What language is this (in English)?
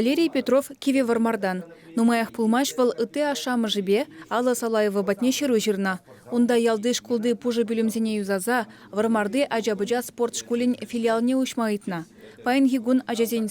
Chuvash